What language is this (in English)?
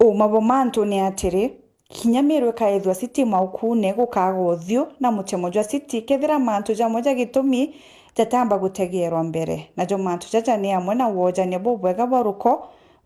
Meru